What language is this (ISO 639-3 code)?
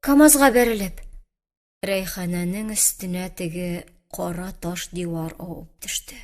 tat